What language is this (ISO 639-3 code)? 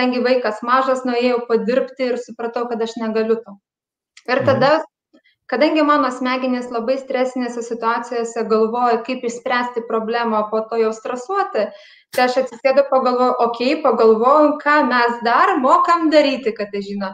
lit